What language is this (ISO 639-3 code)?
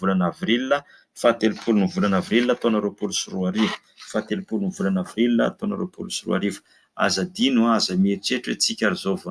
mlg